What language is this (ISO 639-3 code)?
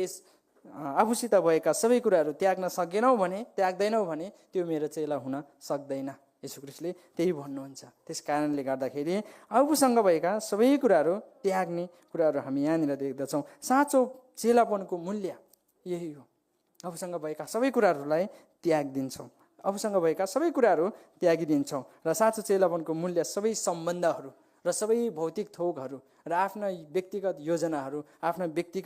nep